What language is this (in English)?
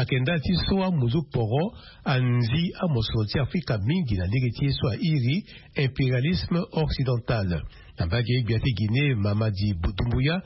Sango